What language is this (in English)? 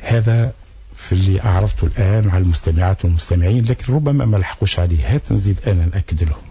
Tunisian Arabic